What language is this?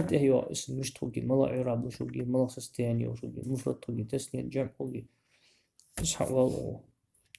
Ingush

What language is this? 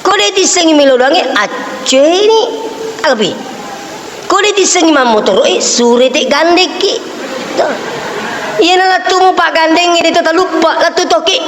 Buginese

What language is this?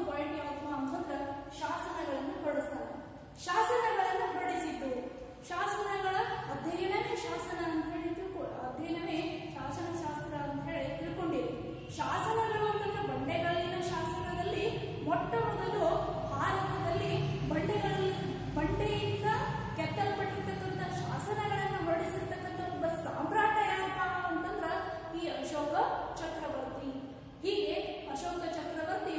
Kannada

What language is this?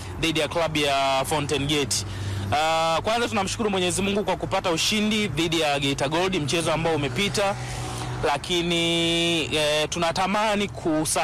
Swahili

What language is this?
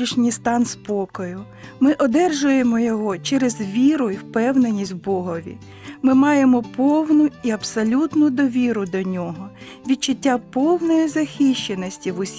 Ukrainian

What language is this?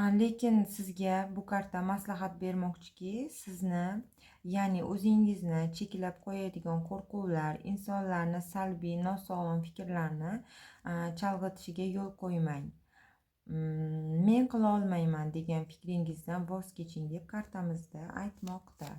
Uzbek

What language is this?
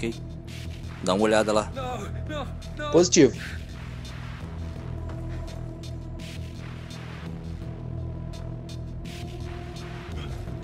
Portuguese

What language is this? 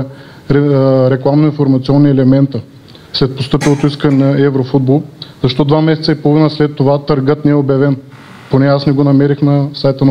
Bulgarian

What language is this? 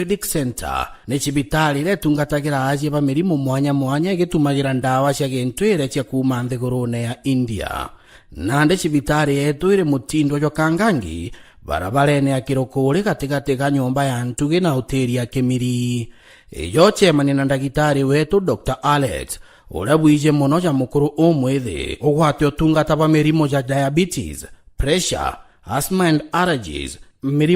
Meru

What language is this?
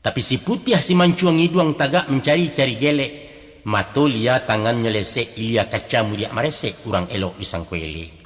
Minangkabau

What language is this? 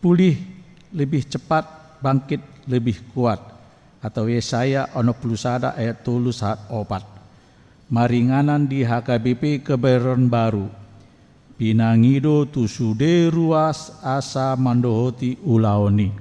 Batak Toba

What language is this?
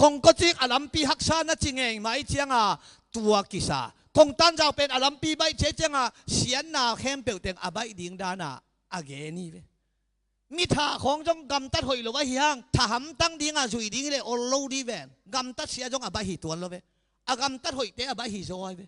Tedim Chin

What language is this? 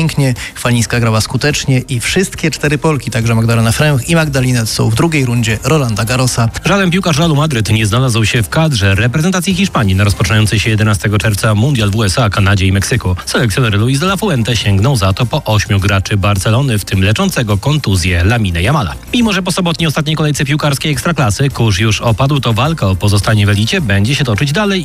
Polish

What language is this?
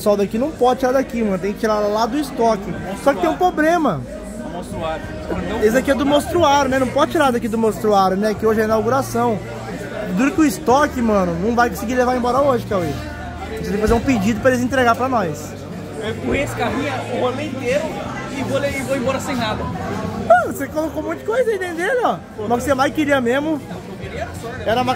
Portuguese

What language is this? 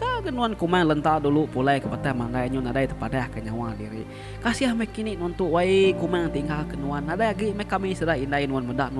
Iban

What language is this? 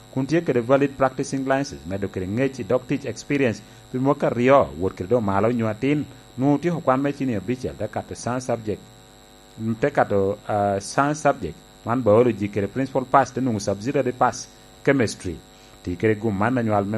Lango (Uganda)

